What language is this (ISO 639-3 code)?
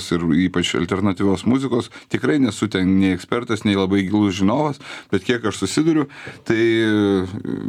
lit